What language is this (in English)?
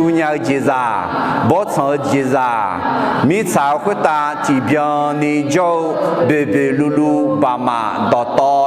Akha